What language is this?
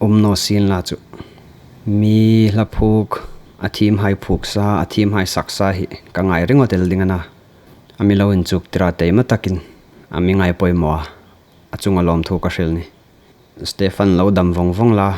Hmar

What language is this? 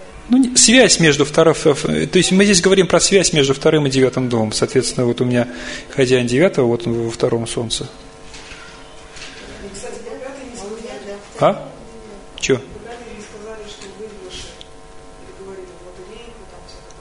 Russian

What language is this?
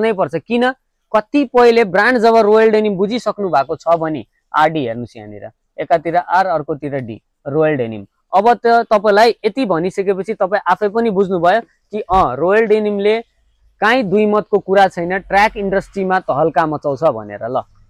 Nepali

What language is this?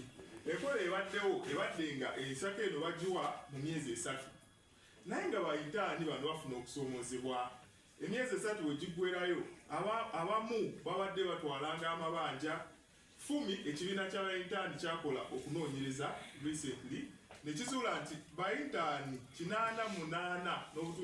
Ganda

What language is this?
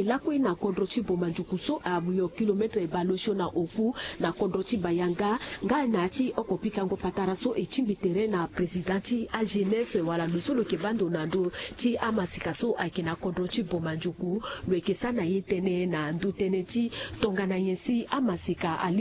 Sango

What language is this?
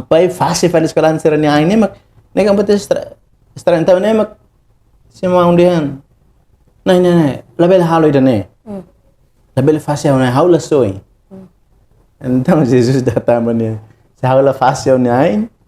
Tetum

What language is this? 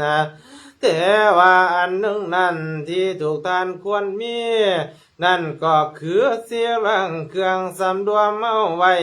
Lao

